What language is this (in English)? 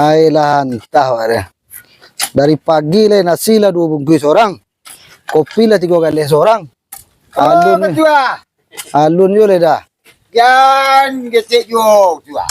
Minangkabau